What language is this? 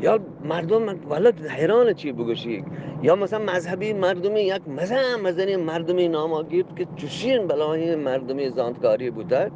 Eastern Balochi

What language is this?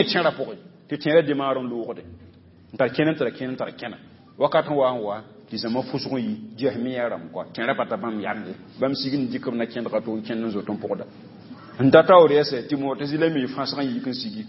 Mossi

